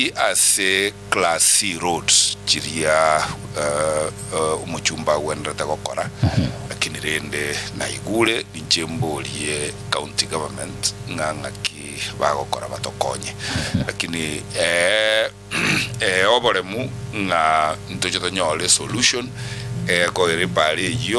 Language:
Gusii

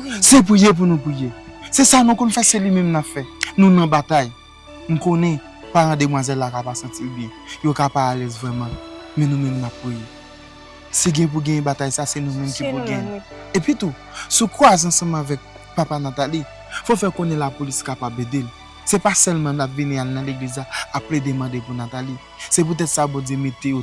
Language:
Haitian Creole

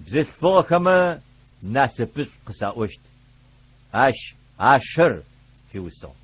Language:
Adyghe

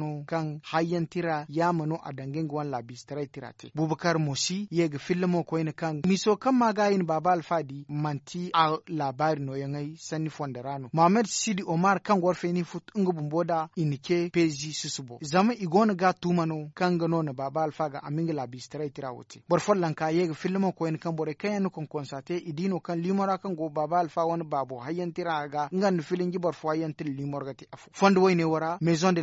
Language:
Zarma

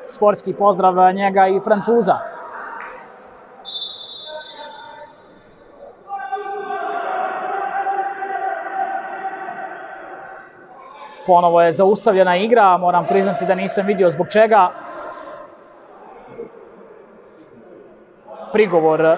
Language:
Croatian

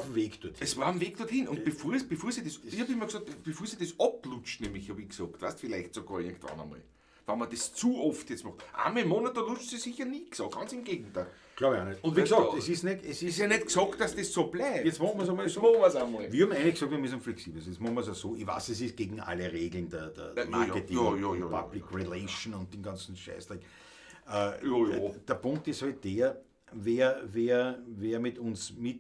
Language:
Bavarian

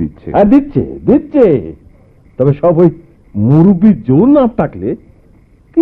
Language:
Bangla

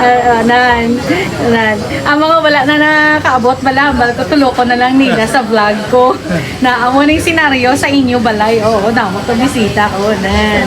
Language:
Hiligaynon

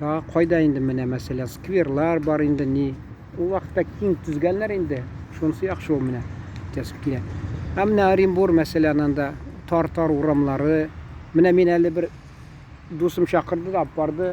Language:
Tatar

